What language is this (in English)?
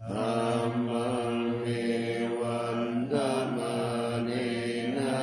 Pali